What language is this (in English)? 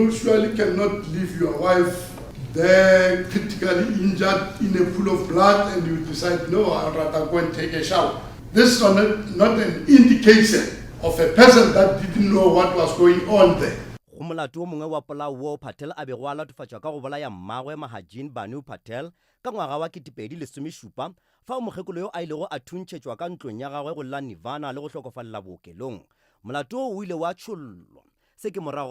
Northern Sotho